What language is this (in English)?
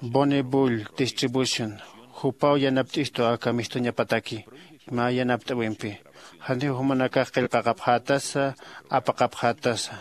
Aymara